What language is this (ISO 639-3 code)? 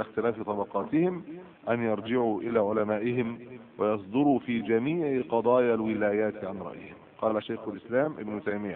ara